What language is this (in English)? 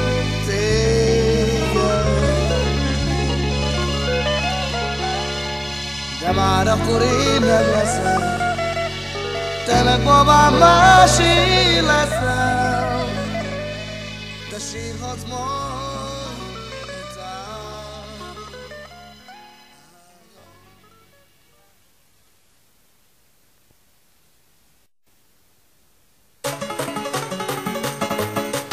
Hungarian